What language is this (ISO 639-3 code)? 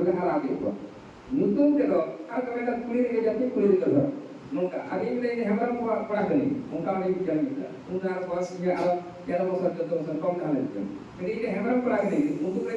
sat